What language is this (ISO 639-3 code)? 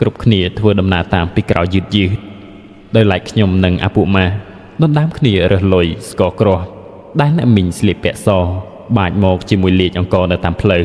khm